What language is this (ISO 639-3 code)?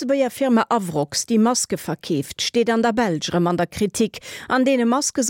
ltz